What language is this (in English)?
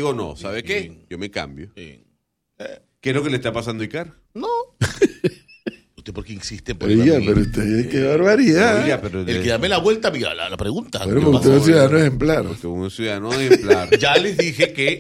Spanish